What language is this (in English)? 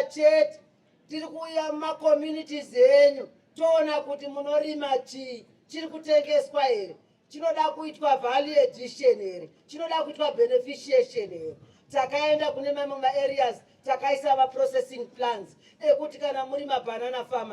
Shona